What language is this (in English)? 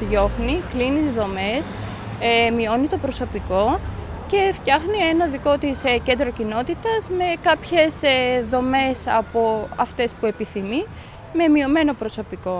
Greek